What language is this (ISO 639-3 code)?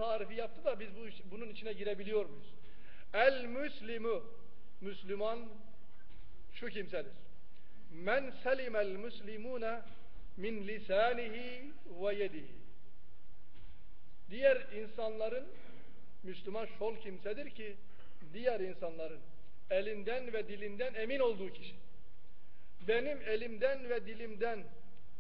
tur